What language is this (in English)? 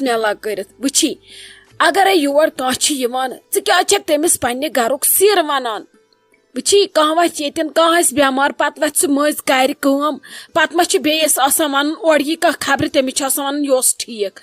Kashmiri